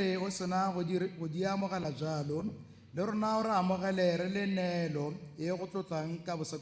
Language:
Tswana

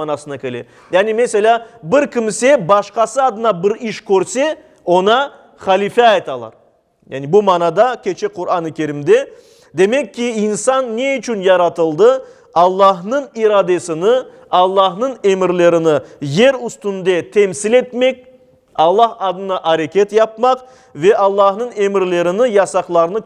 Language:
Crimean Tatar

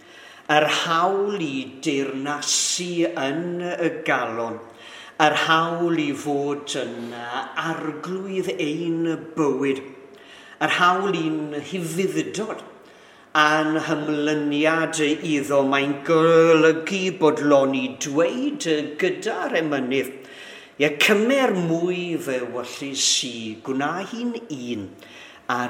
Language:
Welsh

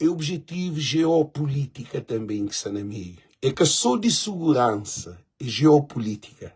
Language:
Kabuverdianu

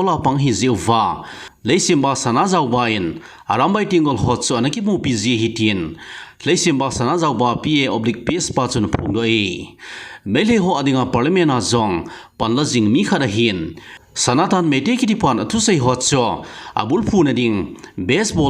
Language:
Thado Chin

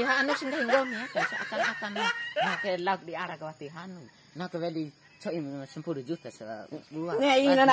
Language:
Bima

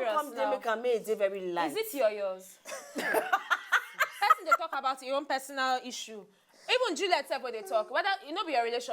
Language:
Nigerian Pidgin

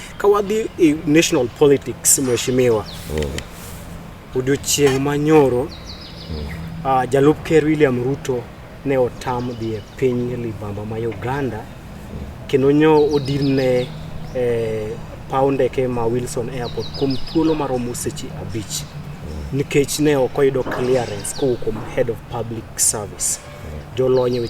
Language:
Luo (Kenya and Tanzania)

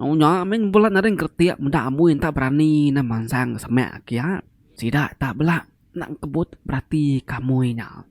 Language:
Iban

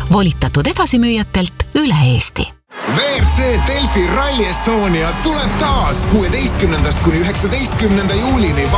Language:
Estonian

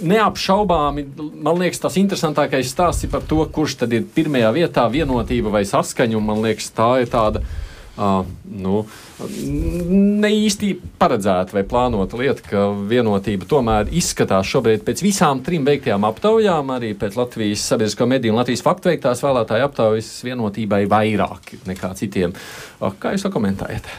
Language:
Latvian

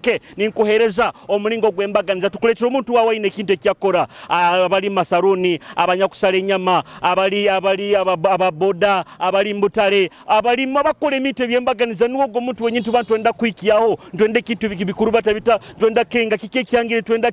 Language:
Nyoro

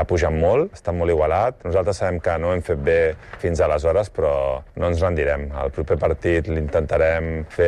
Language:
Catalan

